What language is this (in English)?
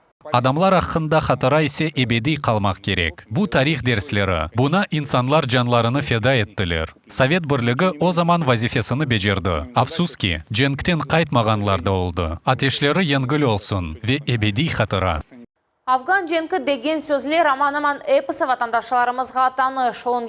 Crimean Tatar